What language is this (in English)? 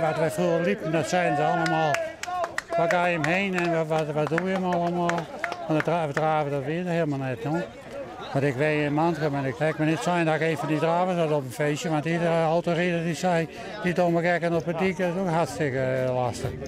Western Frisian